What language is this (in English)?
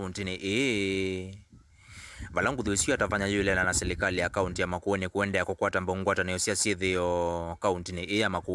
Kamba